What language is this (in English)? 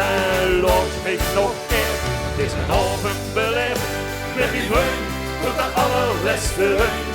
Limburgish